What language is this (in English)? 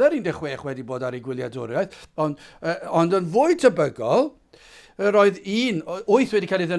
Welsh